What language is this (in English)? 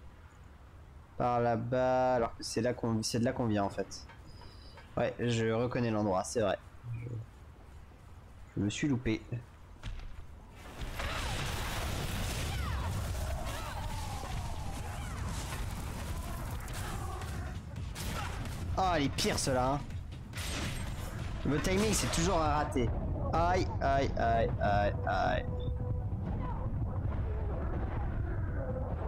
French